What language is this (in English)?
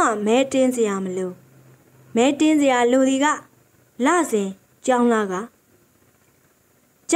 Burmese